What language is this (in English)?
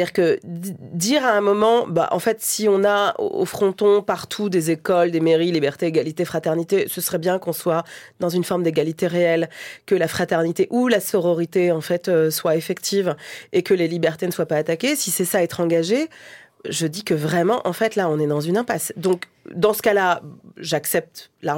French